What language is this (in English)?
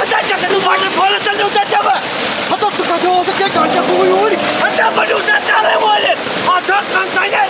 Kashmiri